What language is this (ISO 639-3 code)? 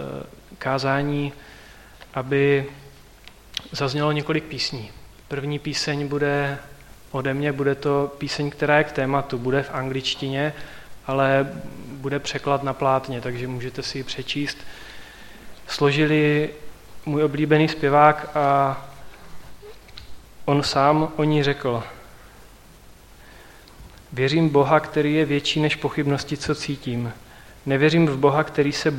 ces